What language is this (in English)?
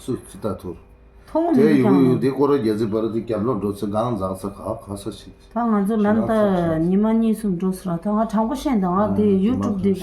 Tibetan